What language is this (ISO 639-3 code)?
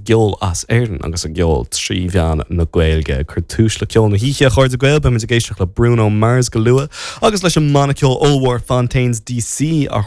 gle